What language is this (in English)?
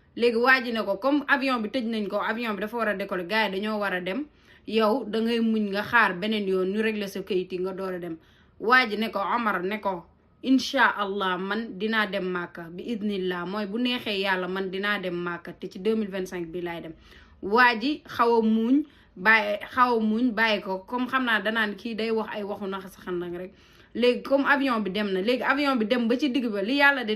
Wolof